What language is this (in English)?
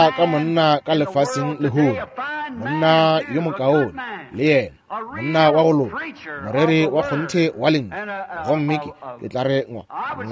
Northern Sotho